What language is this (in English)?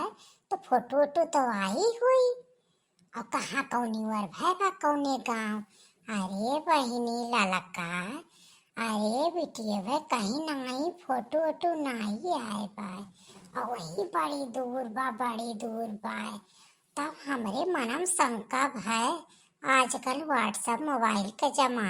Awadhi